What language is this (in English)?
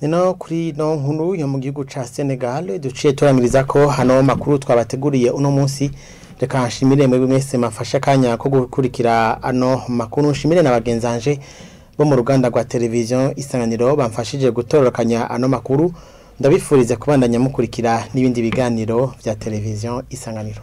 Rundi